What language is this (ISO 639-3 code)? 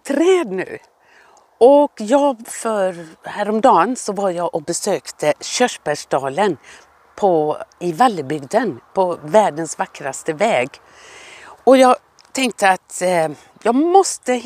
swe